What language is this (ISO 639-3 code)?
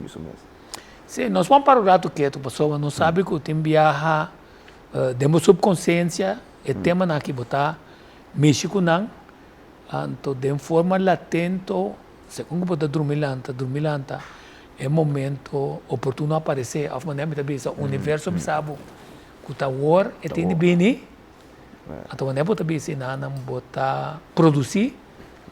pap